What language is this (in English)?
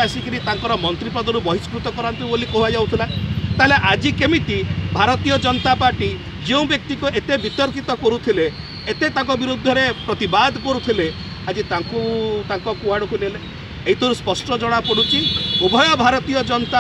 Odia